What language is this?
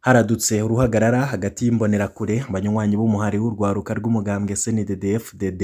Rundi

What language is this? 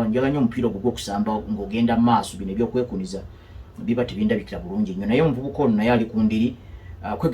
Ganda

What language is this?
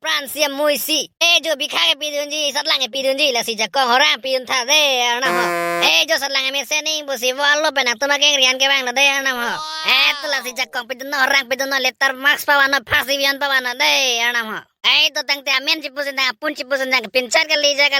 Karbi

